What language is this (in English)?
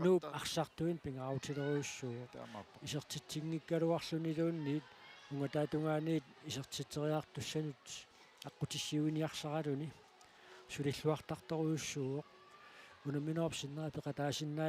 Kalaallisut